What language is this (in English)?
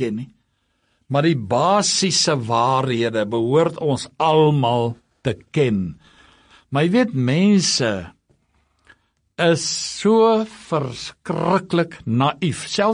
Afrikaans